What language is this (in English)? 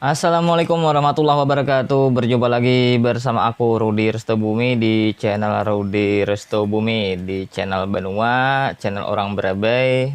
Banjar